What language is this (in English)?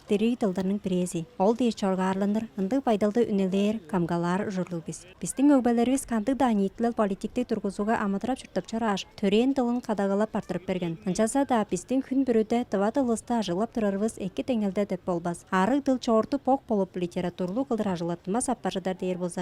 Tuvinian